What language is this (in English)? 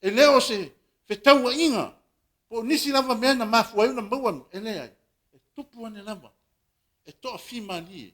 Samoan